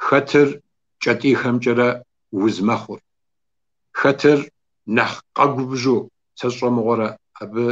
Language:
Kabardian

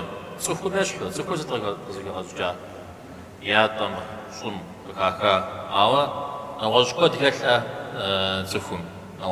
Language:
Kabardian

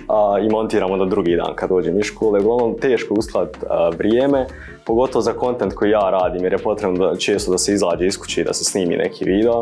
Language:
Bosnian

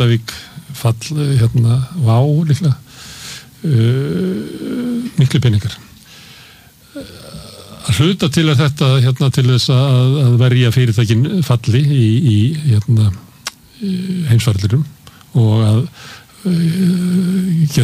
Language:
Icelandic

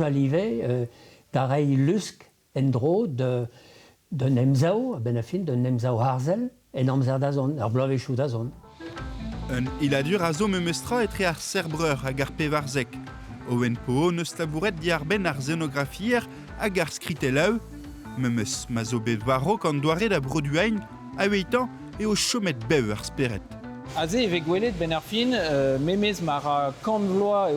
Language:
Breton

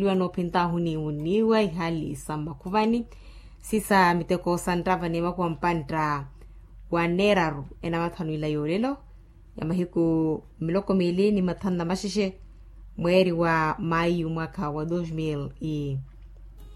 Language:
Makhuwa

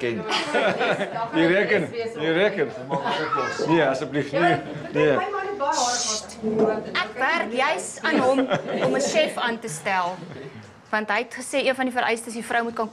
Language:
Afrikaans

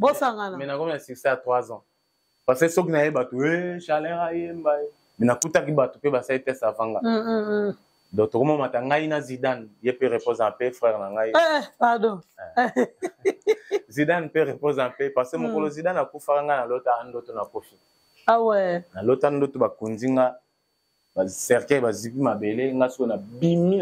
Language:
Lingala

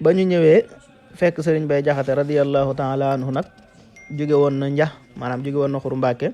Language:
Wolof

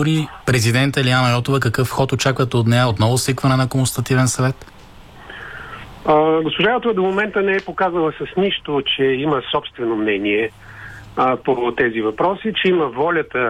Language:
Bulgarian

